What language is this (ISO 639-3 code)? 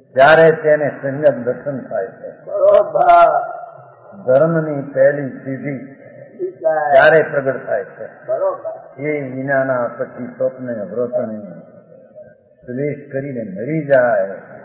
guj